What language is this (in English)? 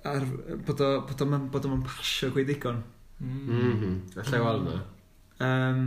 Welsh